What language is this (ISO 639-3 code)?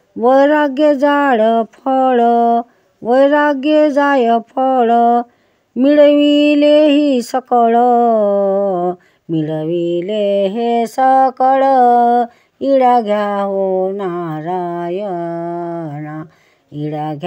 mar